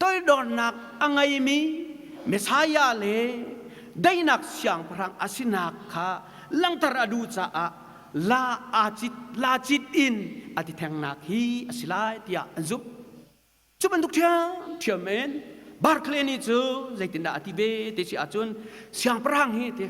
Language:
Hakha Chin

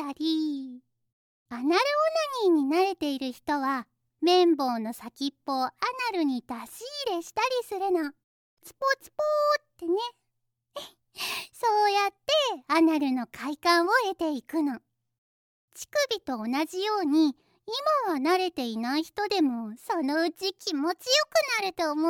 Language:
Japanese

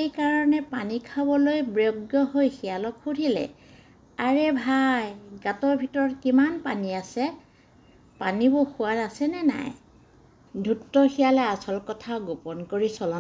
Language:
Assamese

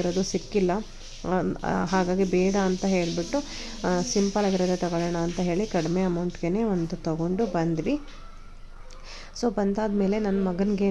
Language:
Kannada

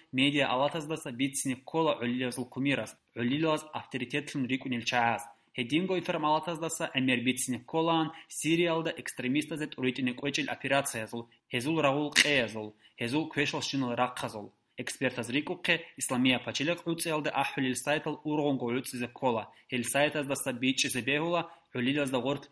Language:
Avaric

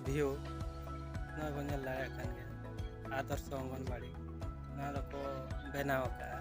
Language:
Santali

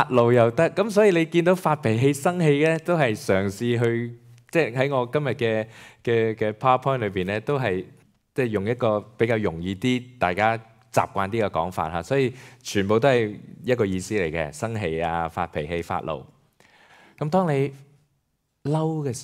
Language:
Cantonese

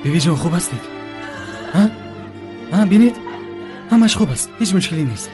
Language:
Tajik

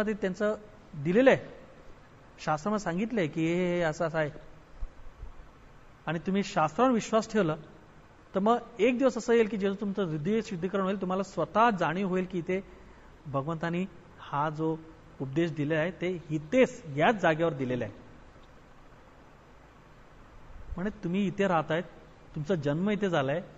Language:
Marathi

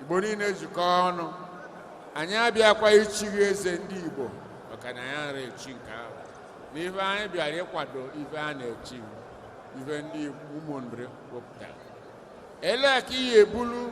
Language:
Igbo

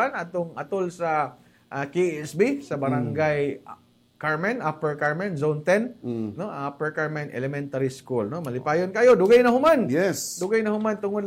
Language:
Cebuano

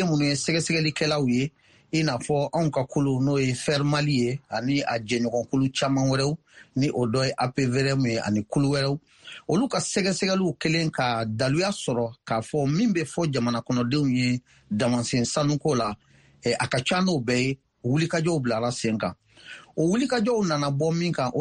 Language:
Bambara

